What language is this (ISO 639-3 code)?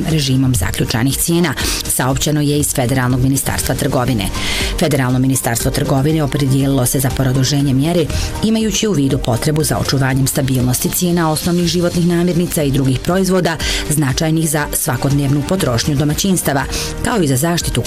bos